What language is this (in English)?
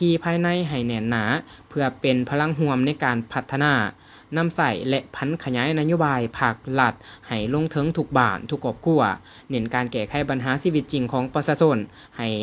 Lao